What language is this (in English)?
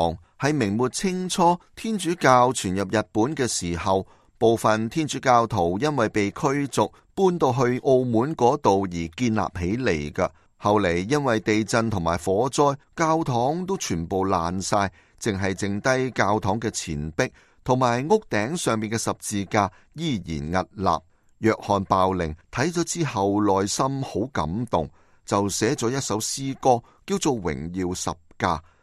Cantonese